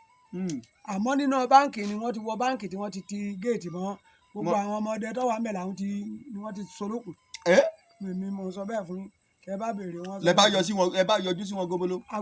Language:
Yoruba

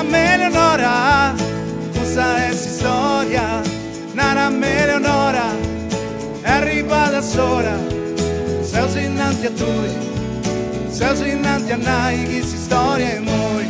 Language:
Sardinian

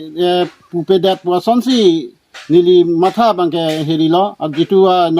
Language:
Karbi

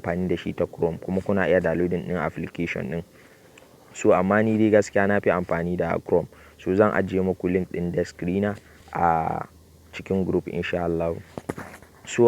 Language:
Hausa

